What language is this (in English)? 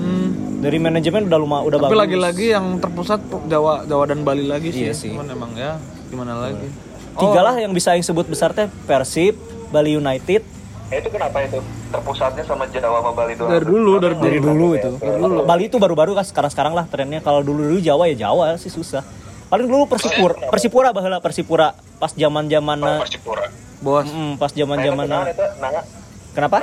Indonesian